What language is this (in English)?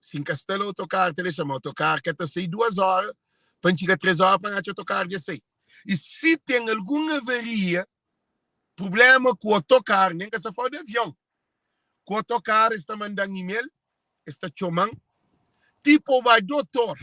Kabuverdianu